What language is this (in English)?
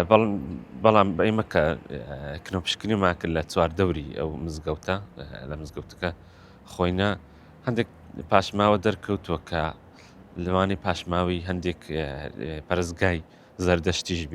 Central Kurdish